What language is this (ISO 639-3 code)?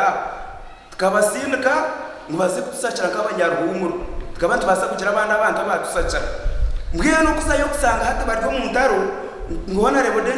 nyn